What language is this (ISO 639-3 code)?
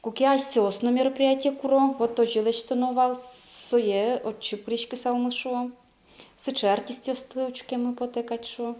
udm